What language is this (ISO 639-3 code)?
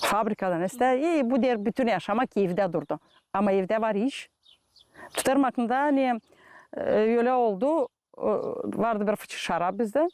gag